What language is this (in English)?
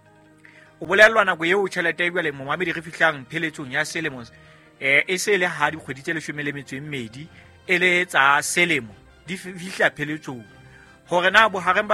Southern Sotho